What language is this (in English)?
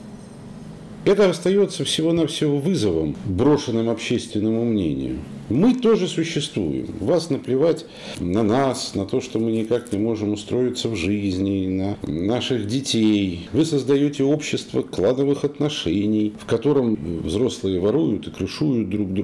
Russian